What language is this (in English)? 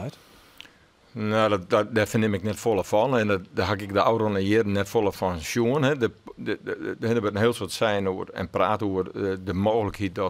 Western Frisian